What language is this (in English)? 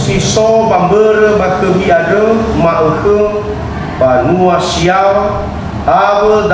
Nias